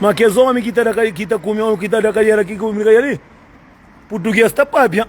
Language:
Kabuverdianu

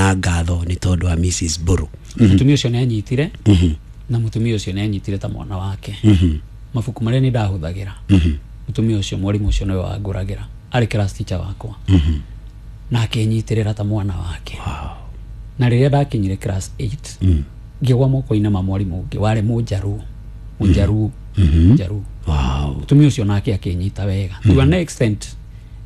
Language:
Kikuyu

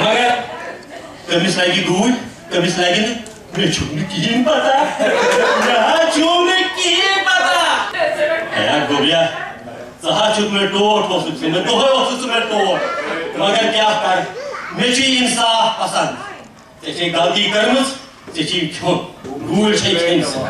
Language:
Kashmiri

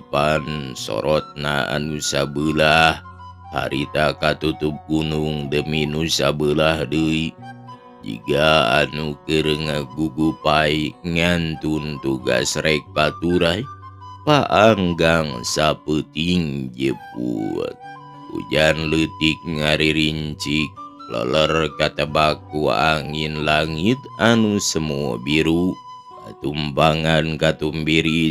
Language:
Sundanese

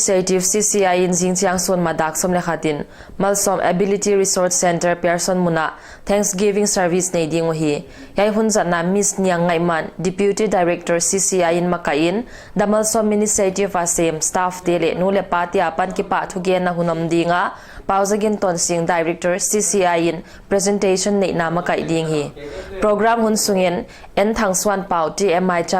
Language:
Paite Chin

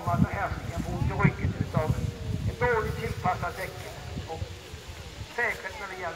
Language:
Swedish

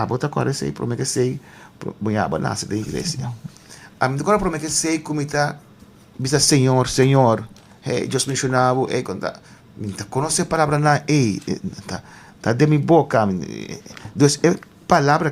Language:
Papiamento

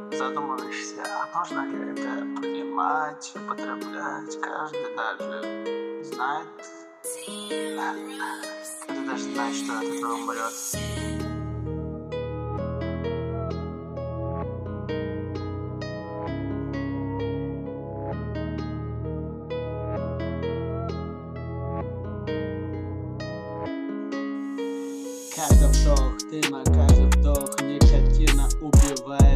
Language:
Russian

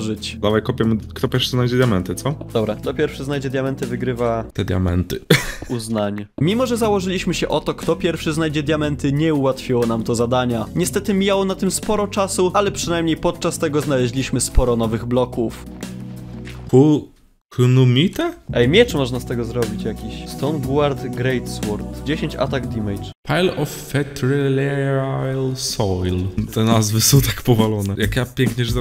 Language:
Polish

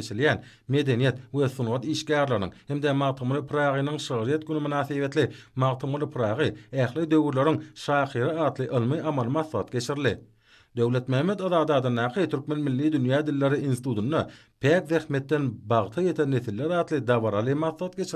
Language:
Turkmen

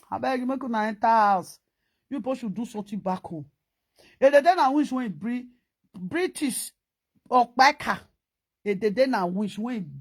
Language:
Nigerian Pidgin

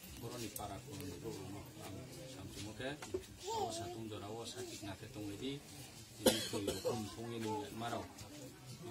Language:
Kok Borok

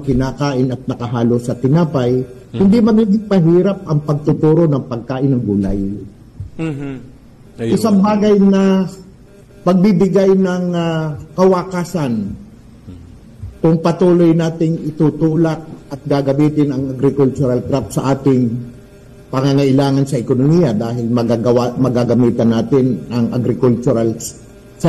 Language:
Filipino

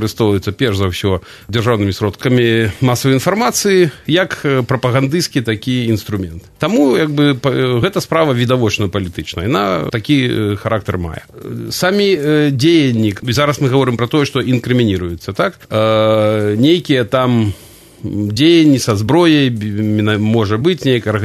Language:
Belarusian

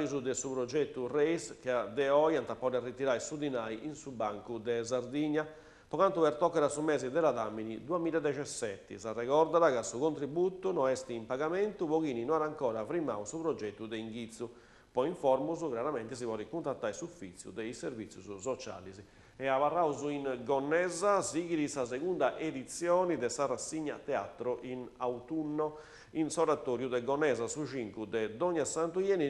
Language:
Sardinian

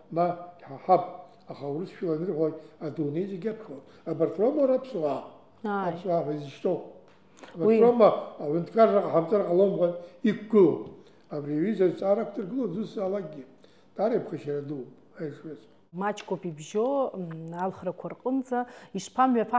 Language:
Abkhazian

